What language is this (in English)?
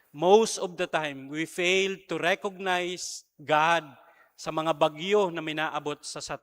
Bikol